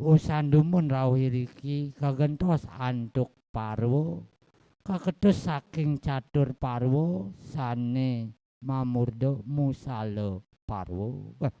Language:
Balinese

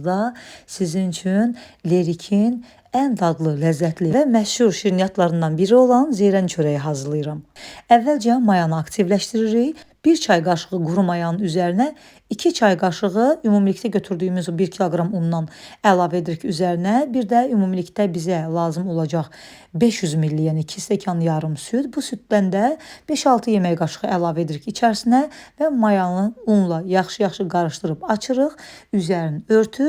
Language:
Azerbaijani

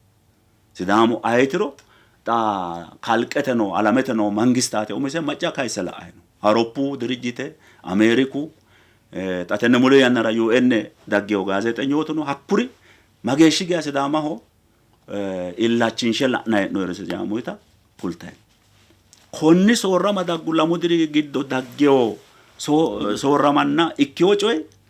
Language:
Sidamo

